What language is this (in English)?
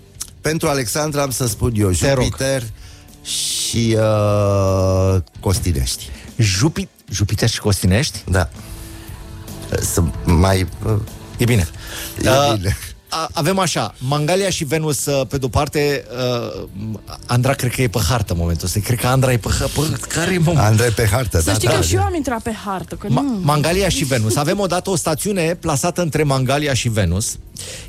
Romanian